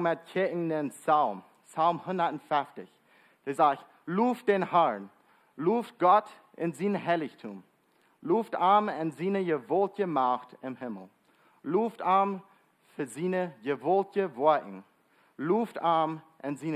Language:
Plautdietsch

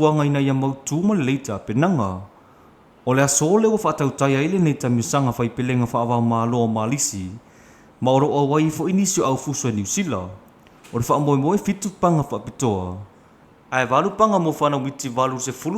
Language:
Samoan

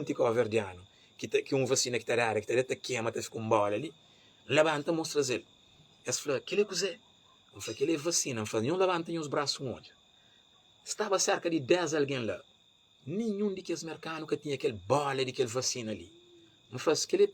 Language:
Kabuverdianu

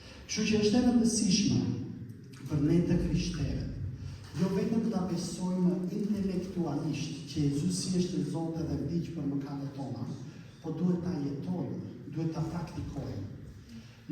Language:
Albanian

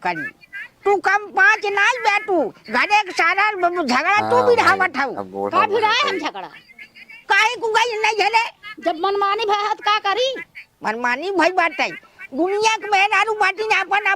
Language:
Awadhi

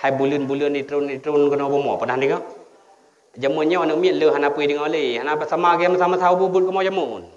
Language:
Achinese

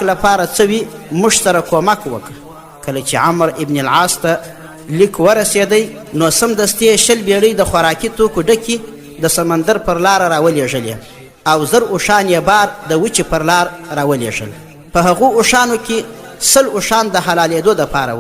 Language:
Pashto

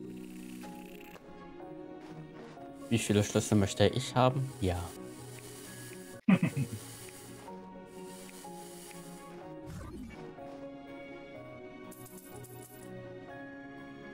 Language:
German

